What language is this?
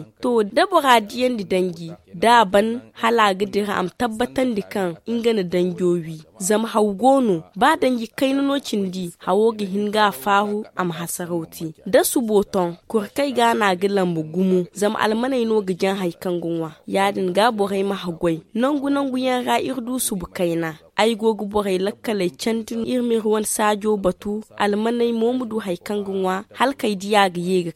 Zarma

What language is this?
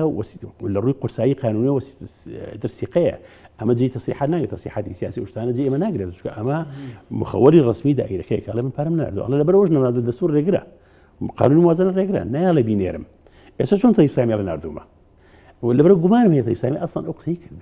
Central Kurdish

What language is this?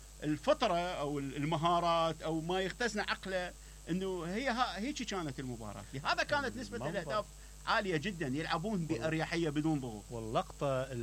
Mesopotamian Arabic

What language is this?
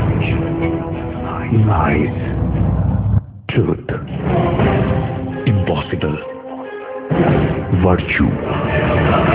Bangla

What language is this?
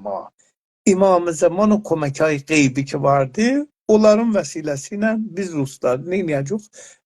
South Azerbaijani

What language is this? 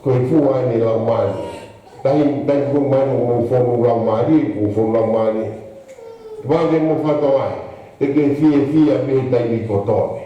Tongan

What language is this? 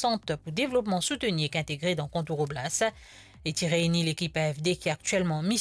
Morisyen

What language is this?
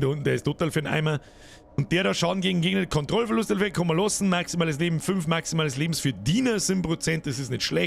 Bavarian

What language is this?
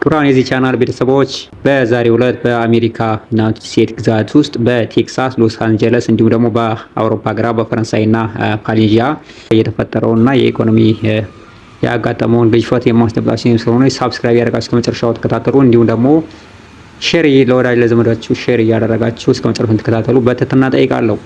Amharic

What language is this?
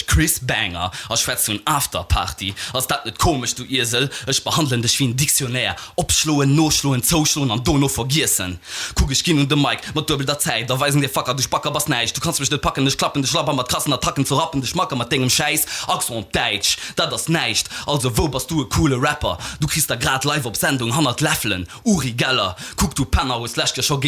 Luxembourgish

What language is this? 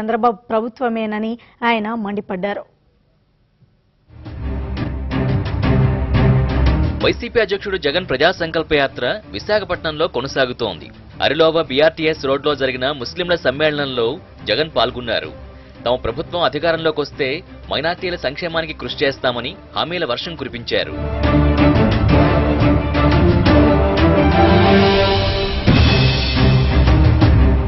Telugu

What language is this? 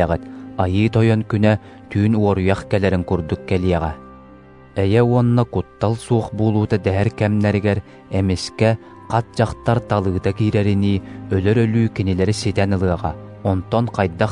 Yakut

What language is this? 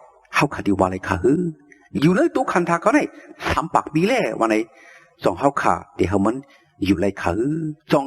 Shan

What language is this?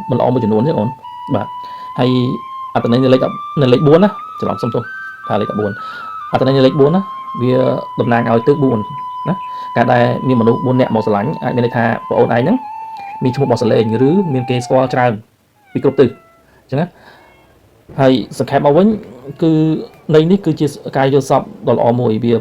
Khmer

